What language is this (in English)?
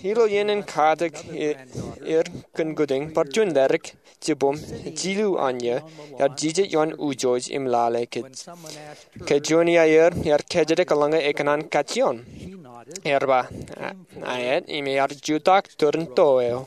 Marshallese